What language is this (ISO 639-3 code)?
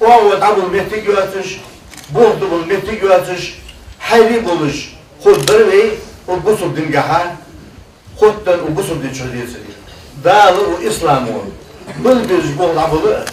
inh